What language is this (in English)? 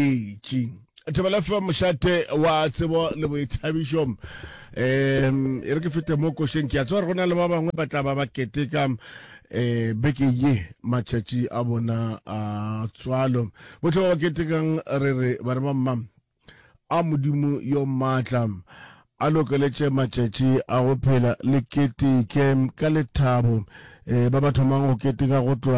Northern Sotho